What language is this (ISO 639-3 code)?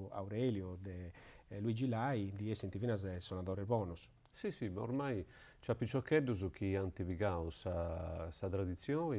srd